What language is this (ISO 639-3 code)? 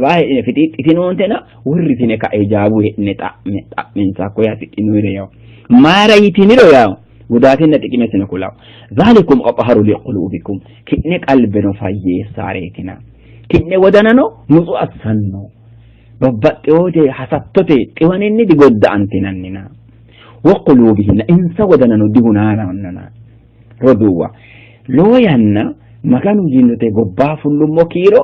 sid